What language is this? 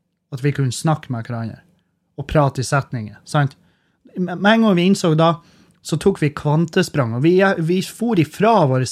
Norwegian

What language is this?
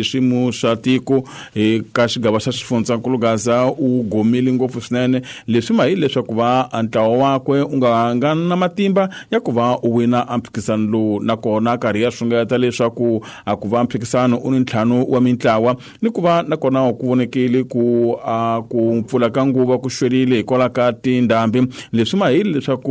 Tsonga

